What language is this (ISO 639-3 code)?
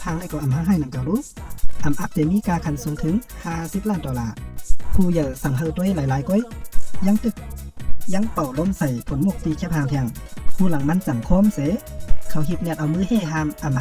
shn